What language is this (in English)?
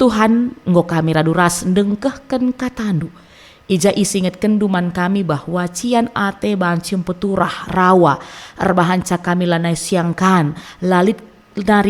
Batak Karo